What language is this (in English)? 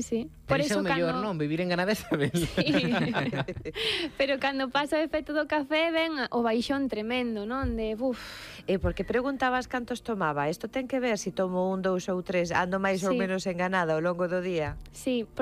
Galician